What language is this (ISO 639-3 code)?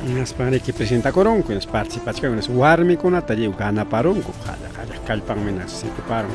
quy